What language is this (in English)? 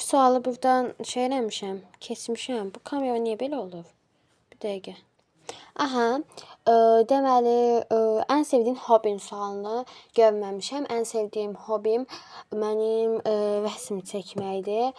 Azerbaijani